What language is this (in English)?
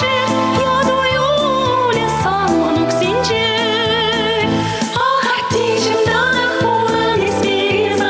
Chuvash